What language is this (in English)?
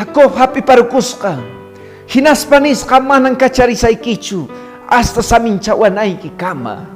Quechua